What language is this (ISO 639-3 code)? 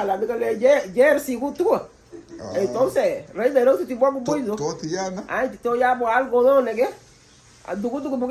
cab